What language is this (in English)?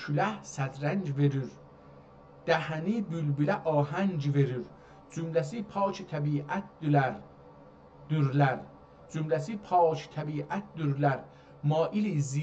South Azerbaijani